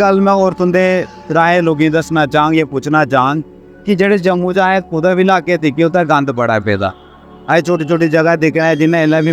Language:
Dogri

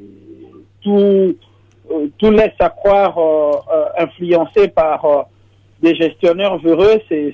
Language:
French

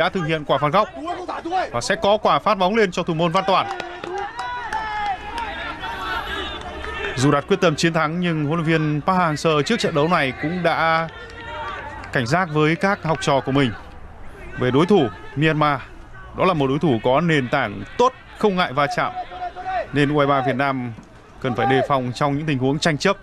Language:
Vietnamese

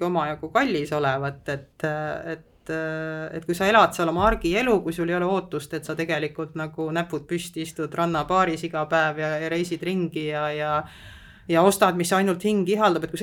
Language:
Estonian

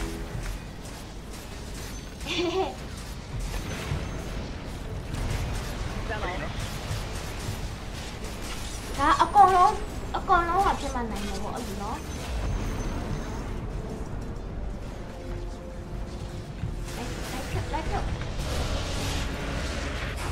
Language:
Burmese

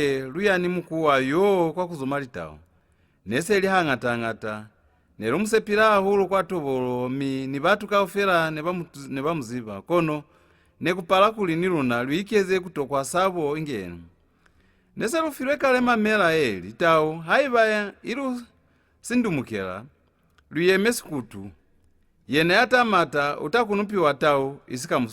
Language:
Lozi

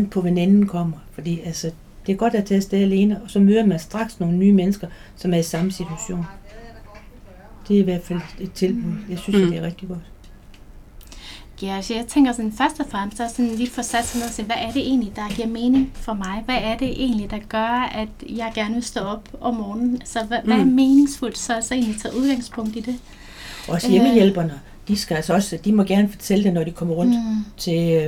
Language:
Danish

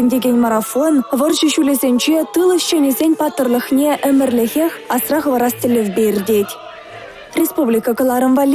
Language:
Chuvash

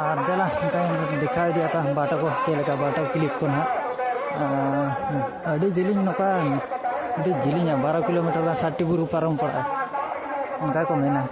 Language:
Santali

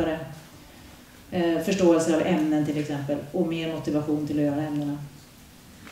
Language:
Swedish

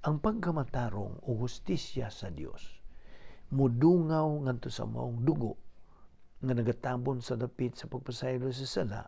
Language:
Cebuano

